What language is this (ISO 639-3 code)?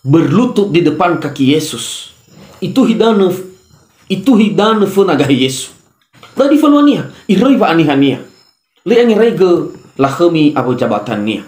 nia